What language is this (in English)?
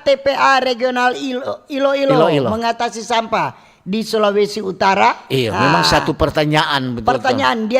Manado Malay